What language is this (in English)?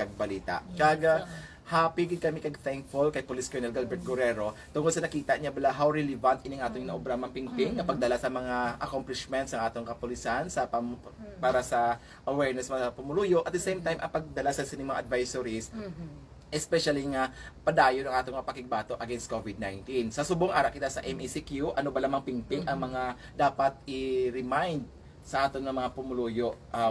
Hiligaynon